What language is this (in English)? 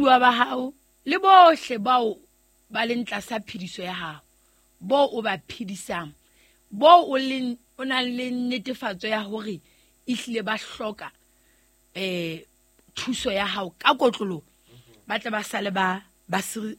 Southern Sotho